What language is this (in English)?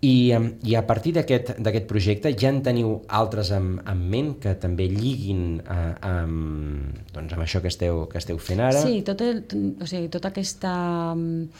Catalan